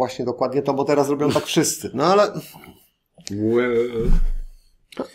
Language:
Polish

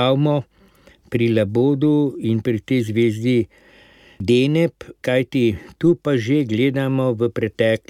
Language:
Slovenian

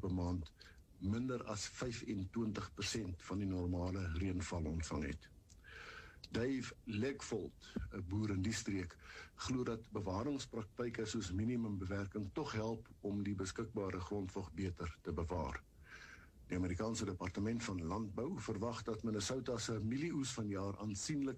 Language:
Afrikaans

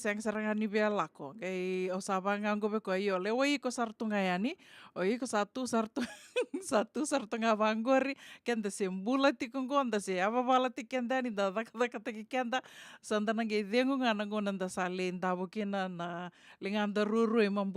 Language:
Fijian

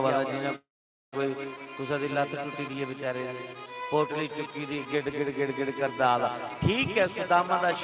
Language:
Dogri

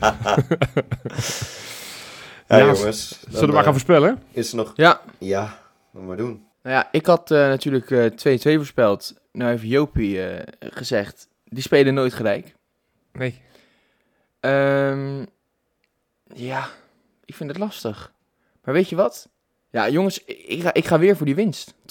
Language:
Dutch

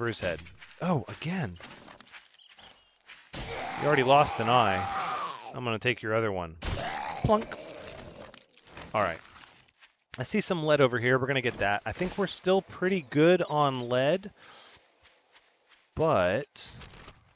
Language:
English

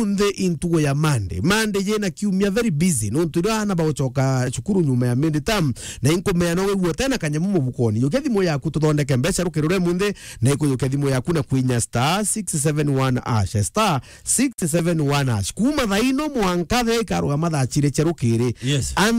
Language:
Meru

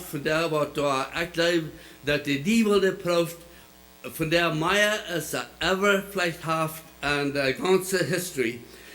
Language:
Plautdietsch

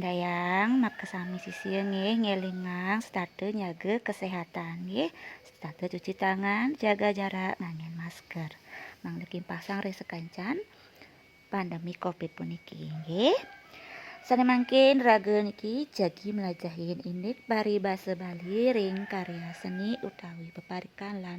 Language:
Balinese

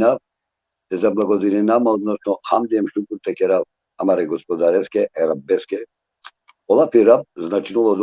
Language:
Balkan Romani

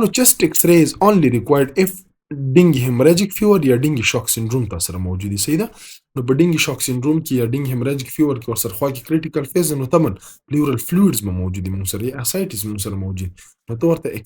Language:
Pashto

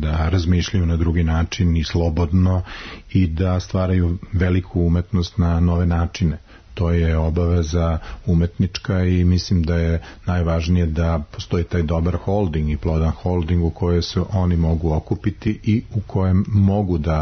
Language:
Serbian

